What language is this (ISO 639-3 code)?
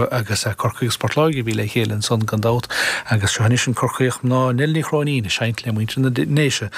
gle